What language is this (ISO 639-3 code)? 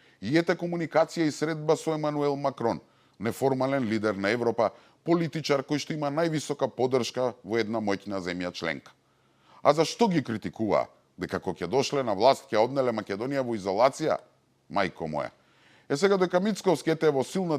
mkd